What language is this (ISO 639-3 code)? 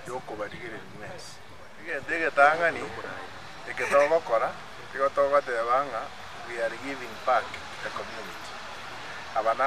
guz